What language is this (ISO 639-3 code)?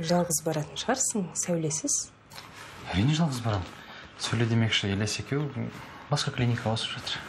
kaz